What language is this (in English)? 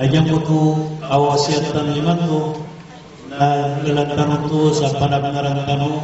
Maranao